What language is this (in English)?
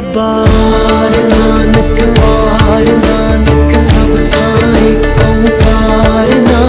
Punjabi